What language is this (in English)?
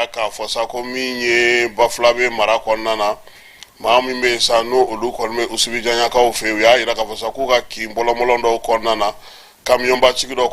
Bambara